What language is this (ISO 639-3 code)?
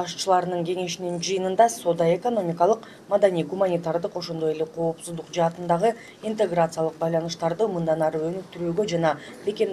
kir